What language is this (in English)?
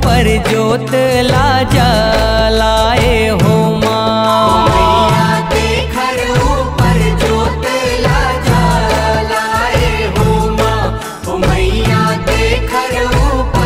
Chhattisgarhi